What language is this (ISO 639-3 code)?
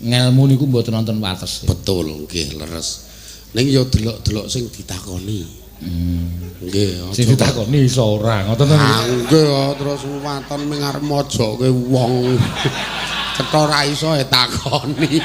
jav